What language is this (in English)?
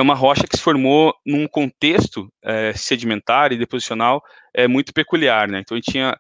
Portuguese